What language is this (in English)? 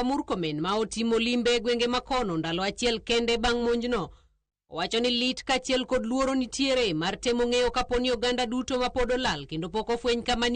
Luo (Kenya and Tanzania)